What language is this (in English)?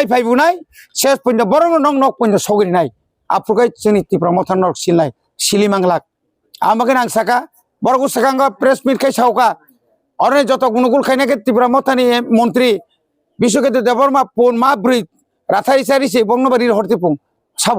Kok Borok